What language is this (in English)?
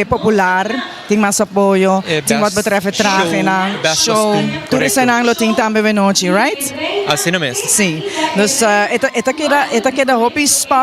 Papiamento